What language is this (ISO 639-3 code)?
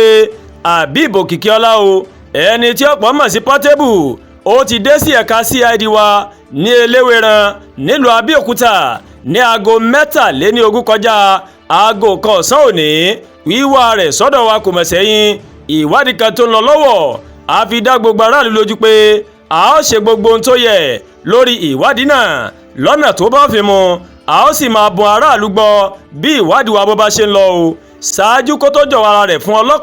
yor